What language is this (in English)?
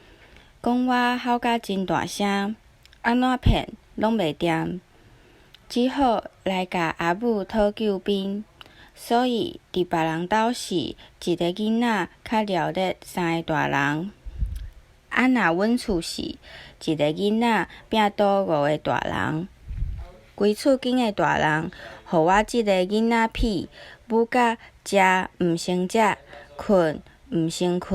Min Nan Chinese